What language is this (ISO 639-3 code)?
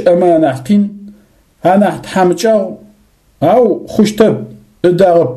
ady